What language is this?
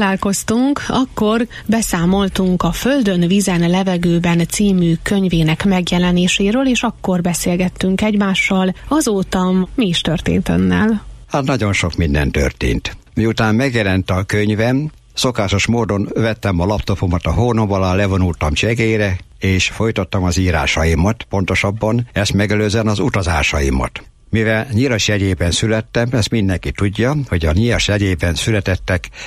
Hungarian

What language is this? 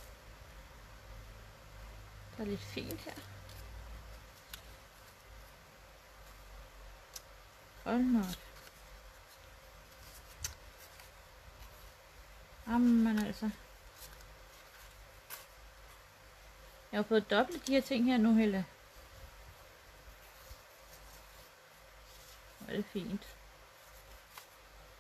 Danish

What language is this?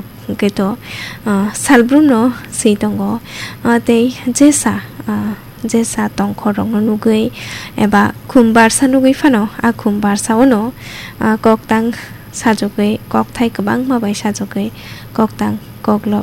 Kok Borok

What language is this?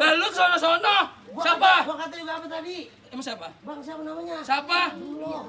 Betawi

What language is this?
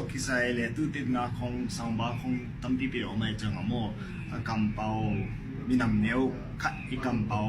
Tedim Chin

